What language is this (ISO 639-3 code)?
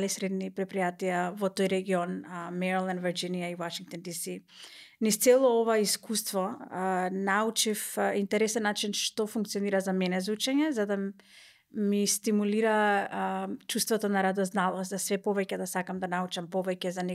mkd